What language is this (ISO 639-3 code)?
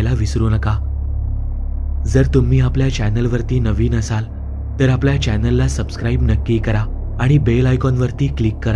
mar